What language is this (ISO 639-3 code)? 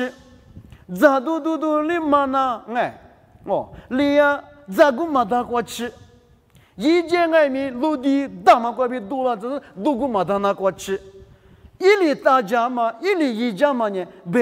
lis